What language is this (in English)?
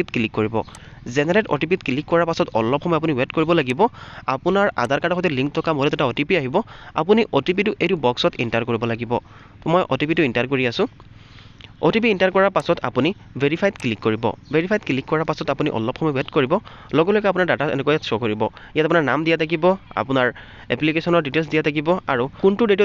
Assamese